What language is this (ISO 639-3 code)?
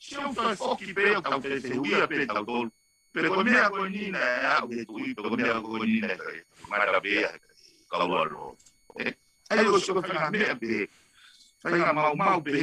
ton